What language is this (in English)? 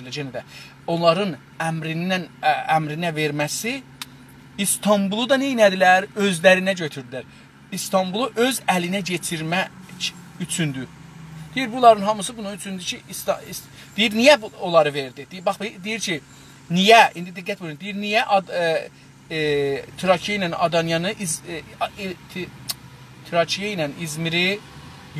South Azerbaijani